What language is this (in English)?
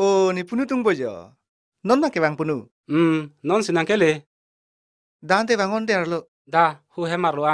Karbi